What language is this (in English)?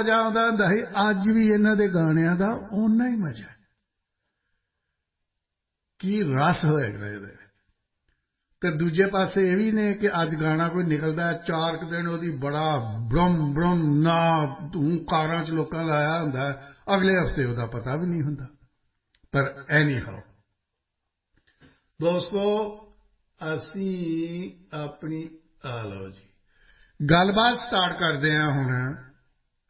Punjabi